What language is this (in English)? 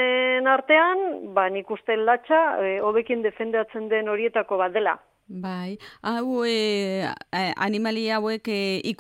Basque